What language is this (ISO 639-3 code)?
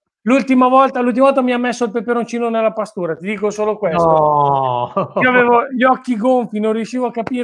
ita